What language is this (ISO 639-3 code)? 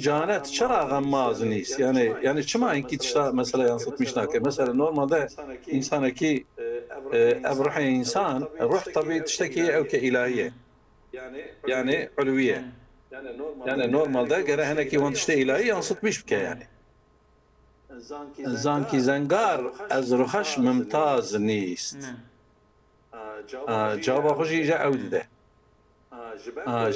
kur